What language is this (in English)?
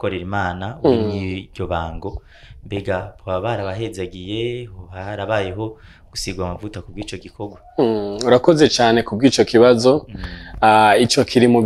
Rundi